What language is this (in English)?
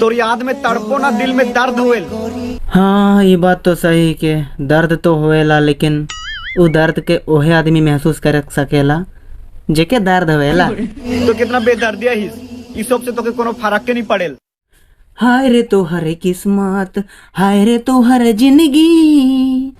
Sadri